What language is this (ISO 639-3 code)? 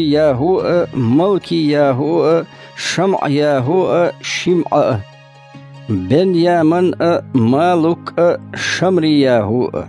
che